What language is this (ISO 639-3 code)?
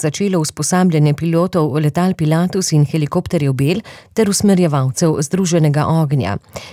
slv